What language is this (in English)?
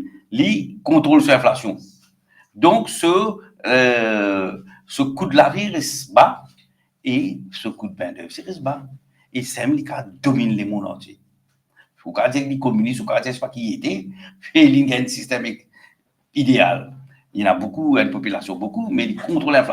Morisyen